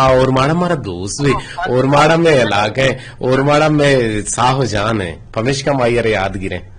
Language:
Eastern Balochi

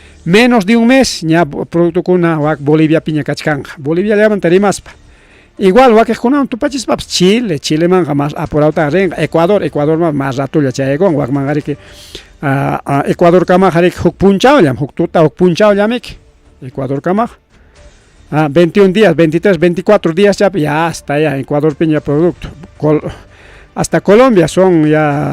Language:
Ayacucho Quechua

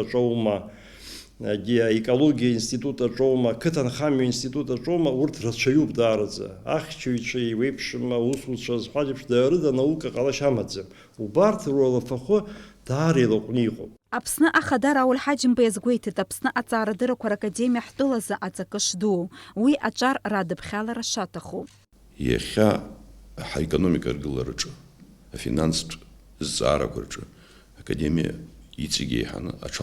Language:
Abkhazian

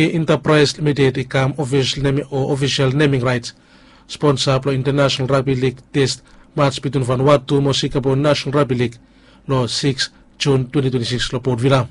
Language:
Bislama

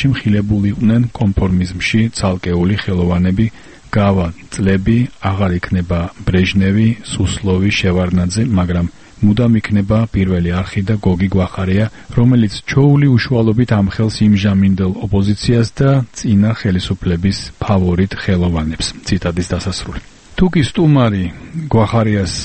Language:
Georgian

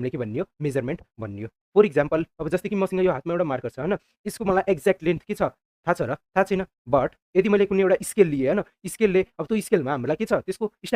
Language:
Nepali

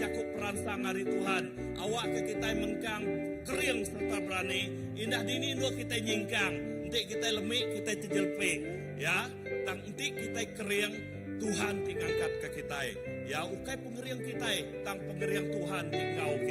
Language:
Iban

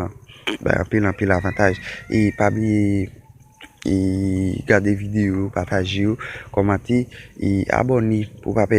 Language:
Haitian Creole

